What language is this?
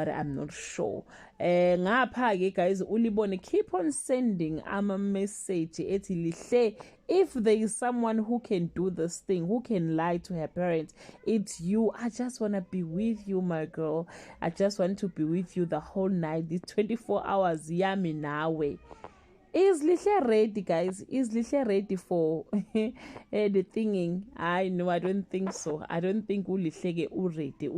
Zulu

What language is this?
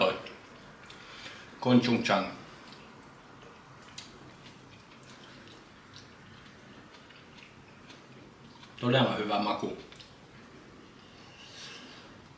Finnish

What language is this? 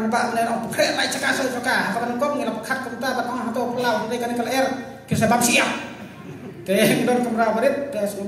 Khasi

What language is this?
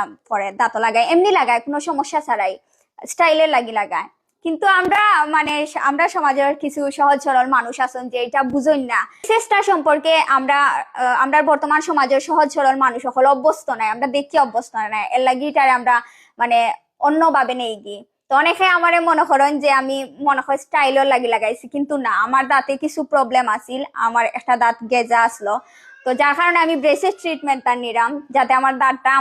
Sylheti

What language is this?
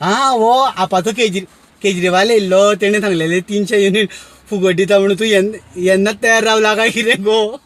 Konkani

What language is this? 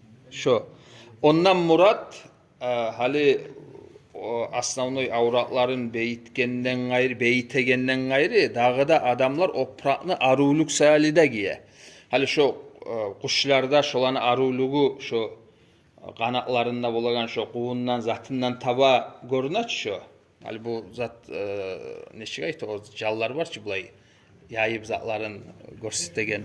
Kumyk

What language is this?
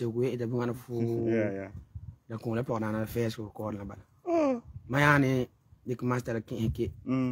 Frafra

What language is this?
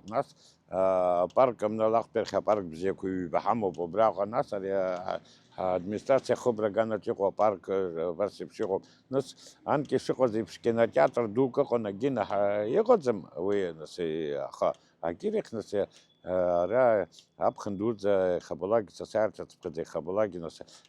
Abkhazian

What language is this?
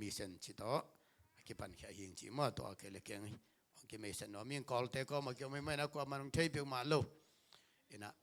Tedim Chin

